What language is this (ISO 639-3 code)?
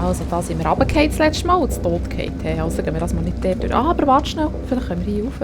gsw